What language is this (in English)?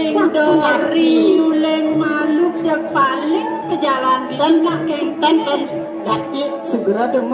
Balinese